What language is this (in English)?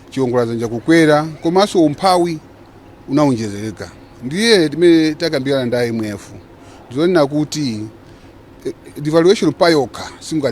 Nyanja